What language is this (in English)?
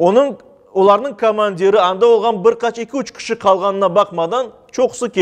Crimean Tatar